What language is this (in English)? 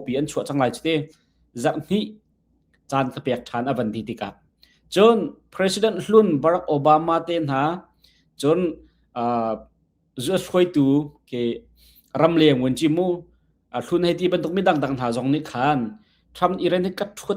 Hakha Chin